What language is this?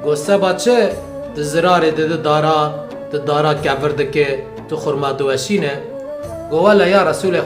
Kurdish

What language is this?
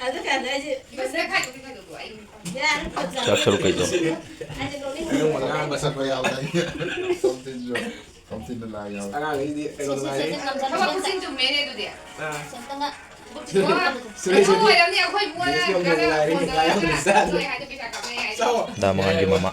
Manipuri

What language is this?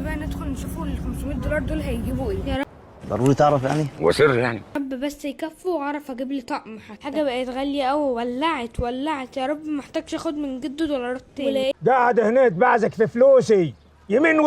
Egyptian Arabic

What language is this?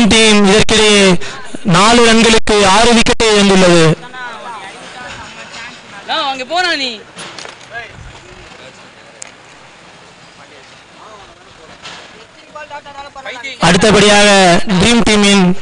Tamil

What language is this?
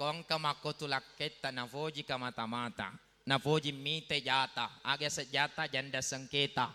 Buginese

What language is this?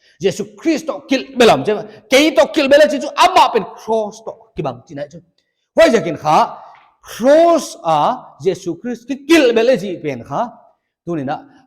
Paite Chin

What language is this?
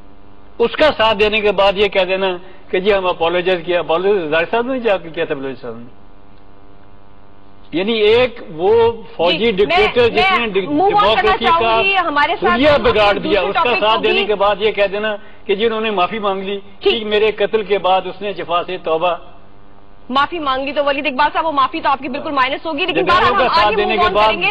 Urdu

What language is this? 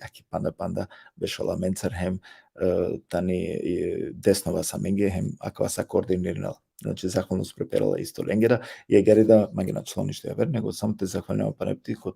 Balkan Romani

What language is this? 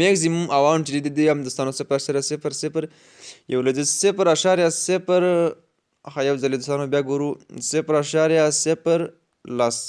Pashto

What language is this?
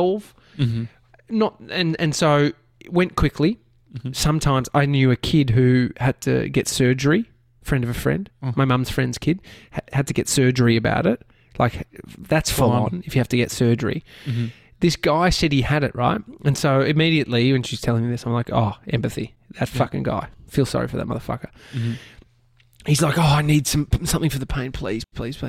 English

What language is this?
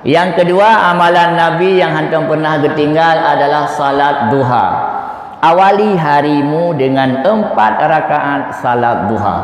Achinese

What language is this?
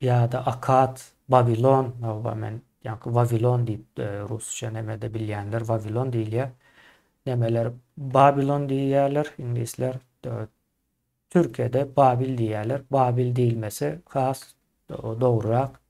Turkmen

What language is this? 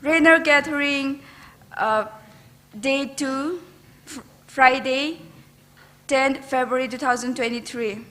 Tangkhul Naga (India)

